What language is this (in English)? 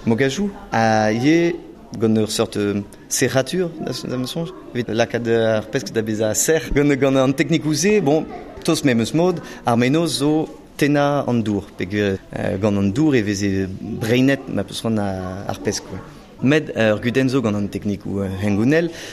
Breton